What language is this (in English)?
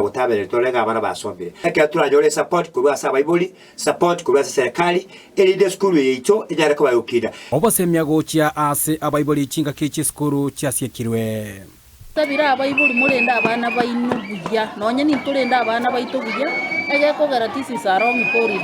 Gusii